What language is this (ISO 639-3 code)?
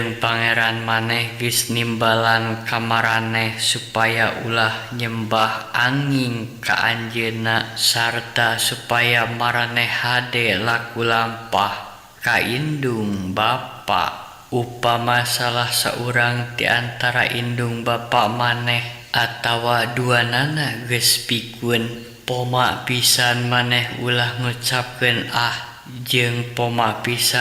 sun